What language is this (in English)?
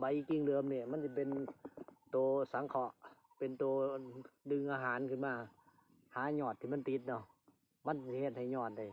Lao